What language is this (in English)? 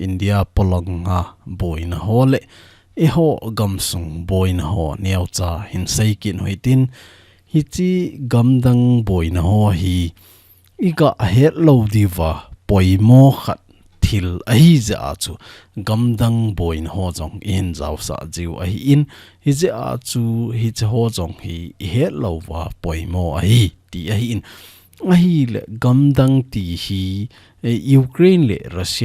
Thado Chin